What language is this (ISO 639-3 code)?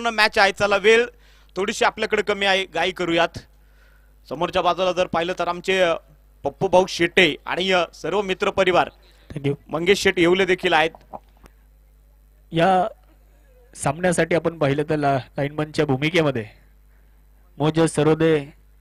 mar